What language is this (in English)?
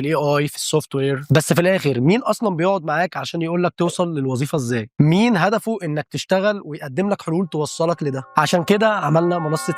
Egyptian Arabic